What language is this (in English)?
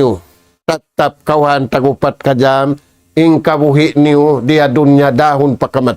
Tausug